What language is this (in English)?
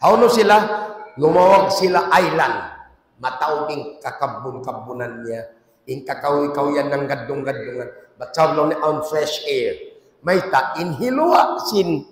Tausug